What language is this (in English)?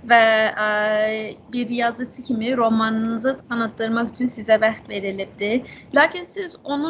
South Azerbaijani